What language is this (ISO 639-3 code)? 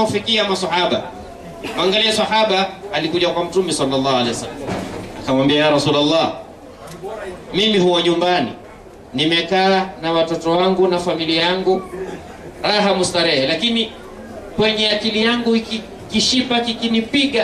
swa